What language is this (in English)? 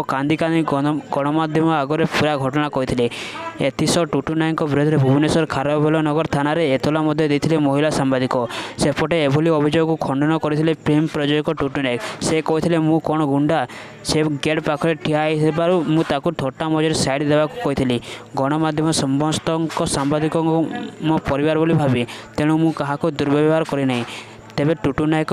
Odia